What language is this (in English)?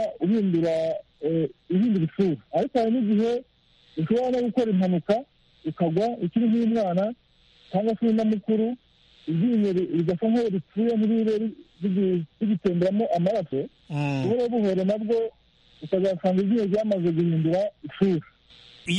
Kinyarwanda